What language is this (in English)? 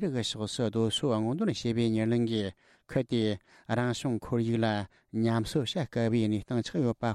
Tibetan